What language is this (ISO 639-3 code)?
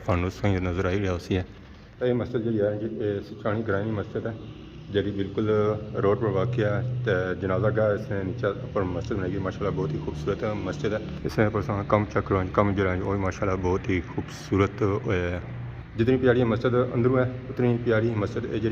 phr